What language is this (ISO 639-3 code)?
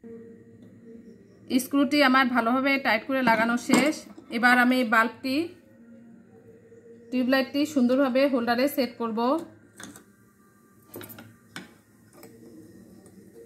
ben